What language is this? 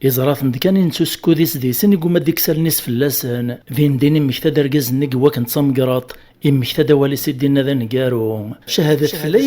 Kabyle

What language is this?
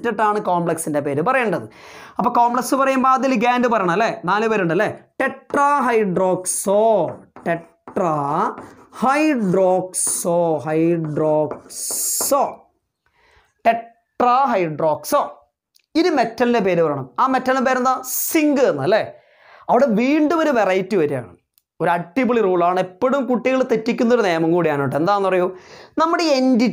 Malayalam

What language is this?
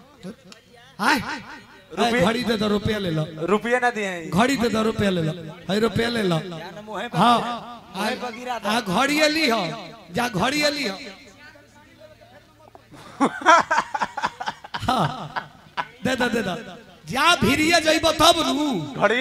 Bhojpuri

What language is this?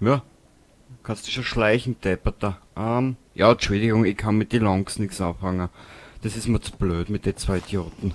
Bavarian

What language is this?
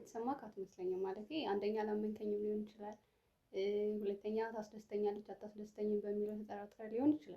Amharic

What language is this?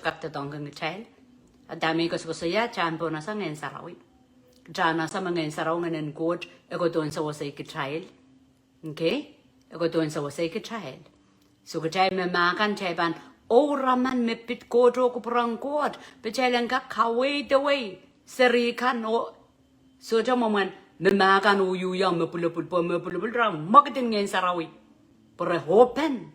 Pohnpeian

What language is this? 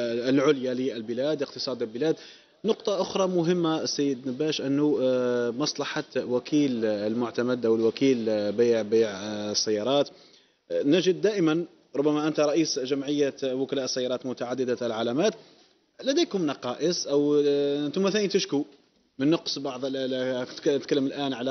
Arabic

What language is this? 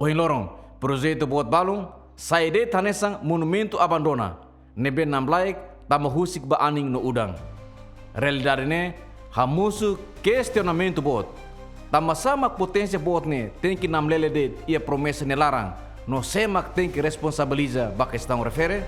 Tetum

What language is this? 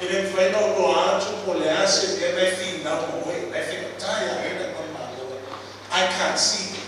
Samoan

